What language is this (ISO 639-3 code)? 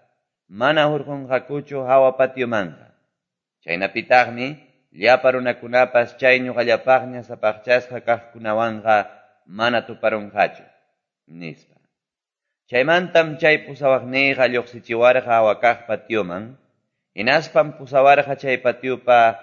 que